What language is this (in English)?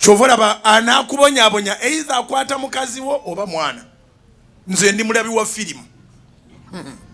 Ganda